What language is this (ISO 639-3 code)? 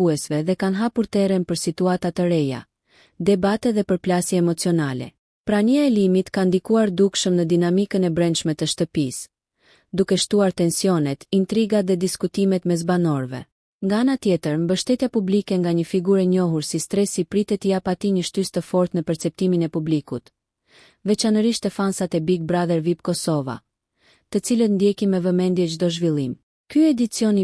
sqi